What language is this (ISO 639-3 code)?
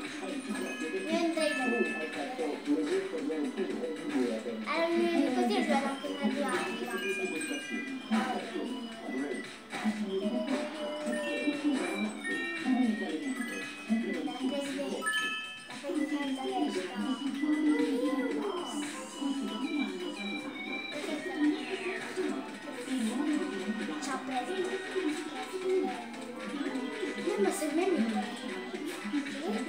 ita